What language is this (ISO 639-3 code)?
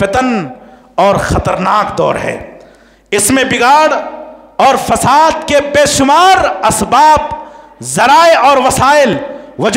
urd